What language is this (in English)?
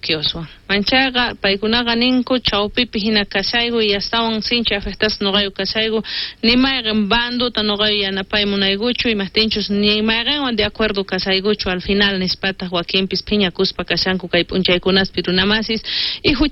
South Bolivian Quechua